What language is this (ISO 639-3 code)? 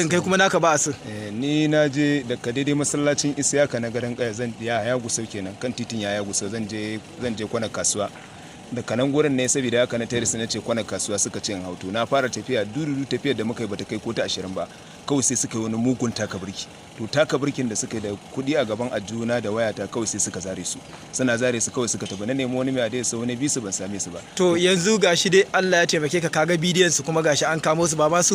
hau